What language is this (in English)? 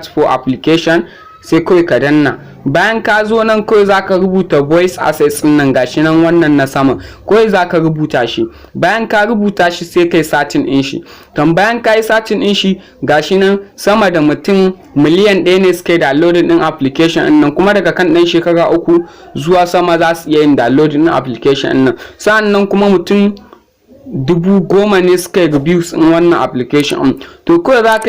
Hausa